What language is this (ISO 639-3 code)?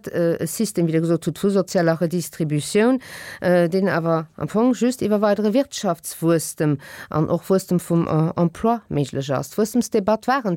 ltz